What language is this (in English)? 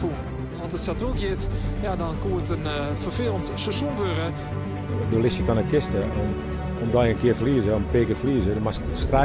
Western Frisian